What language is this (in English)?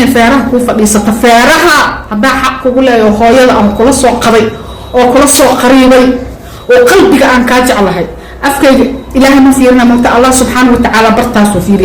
Somali